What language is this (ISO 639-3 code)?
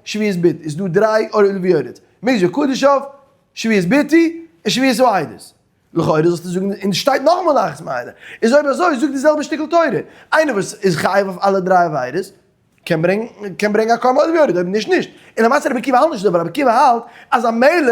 yid